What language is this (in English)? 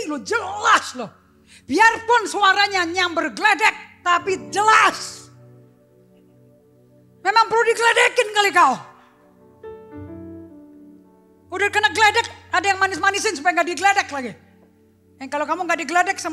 Indonesian